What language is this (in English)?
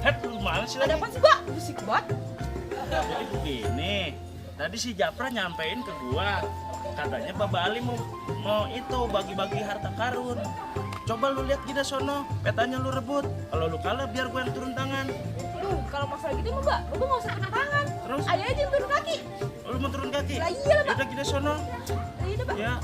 Betawi